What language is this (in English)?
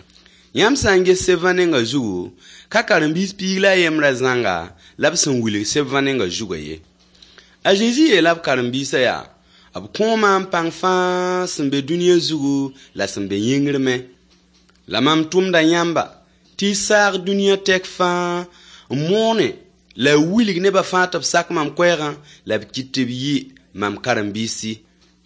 Mossi